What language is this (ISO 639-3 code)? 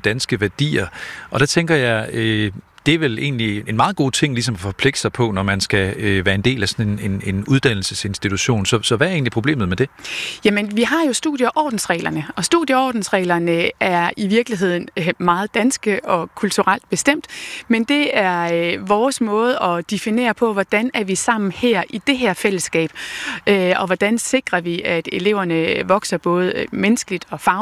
dan